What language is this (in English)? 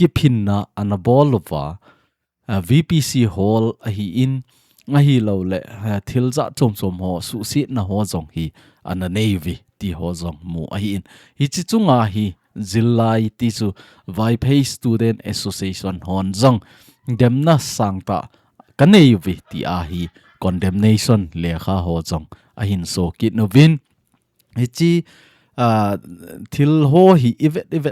Thado Chin